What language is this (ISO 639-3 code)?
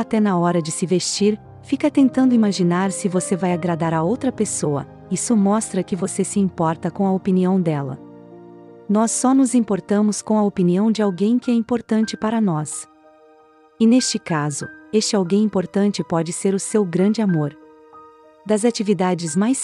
por